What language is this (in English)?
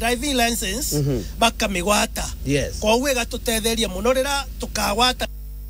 Meru